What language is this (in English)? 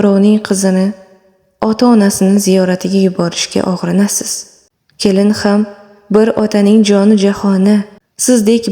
Uzbek